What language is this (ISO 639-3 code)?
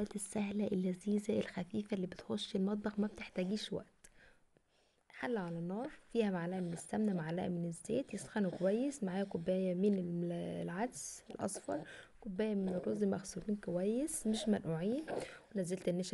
arz